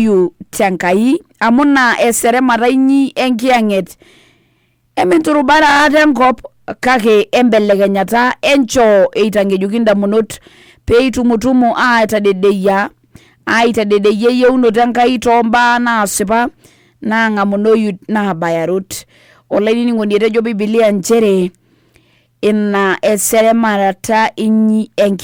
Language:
Masai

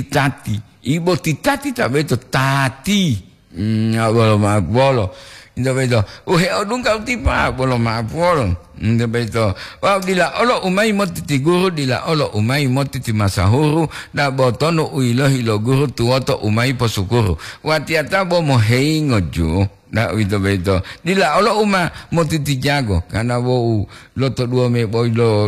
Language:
Gorontalo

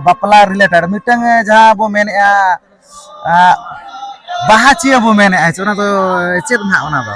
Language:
Santali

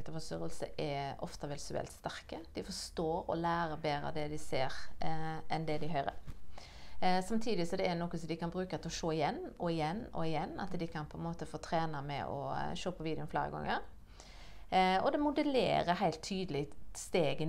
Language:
Norwegian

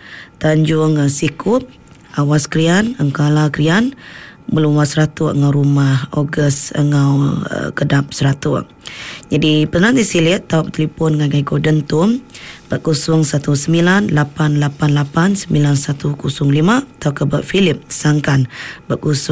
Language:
Iban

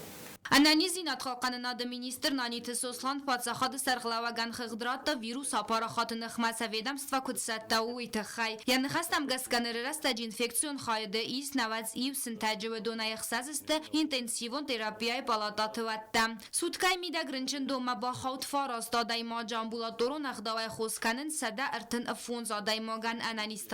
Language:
Ossetic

